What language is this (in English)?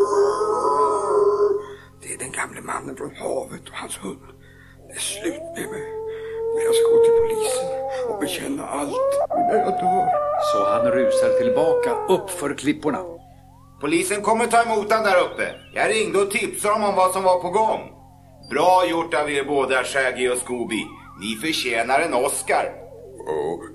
Swedish